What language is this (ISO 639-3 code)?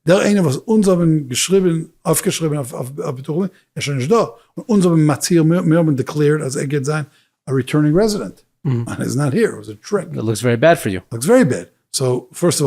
yid